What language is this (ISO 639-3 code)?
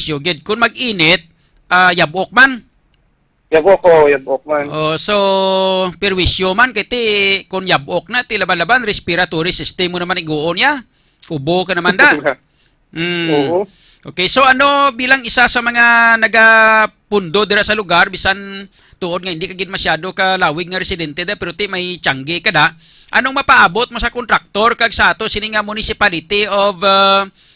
hil